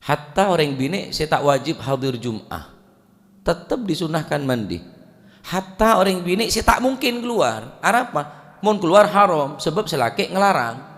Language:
Madurese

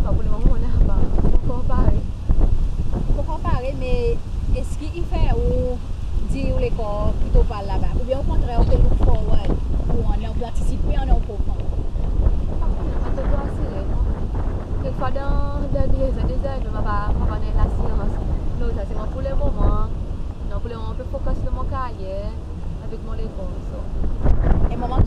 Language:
Seselwa Creole French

